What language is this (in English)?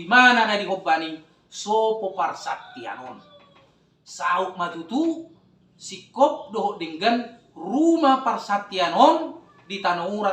Batak Toba